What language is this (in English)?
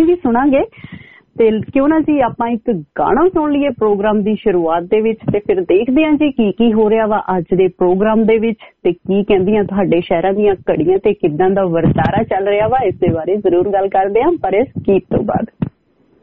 Punjabi